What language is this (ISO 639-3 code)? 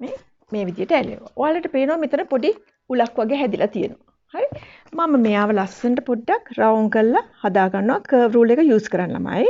sin